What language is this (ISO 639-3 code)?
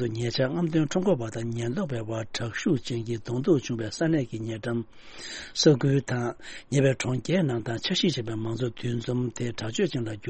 bod